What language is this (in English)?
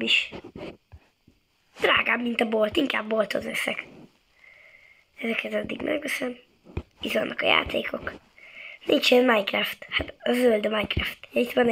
Hungarian